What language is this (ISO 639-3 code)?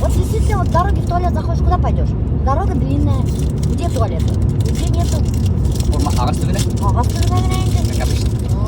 bak